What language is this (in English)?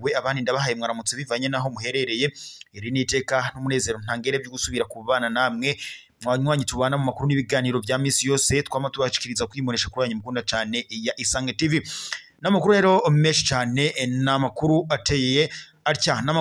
Rundi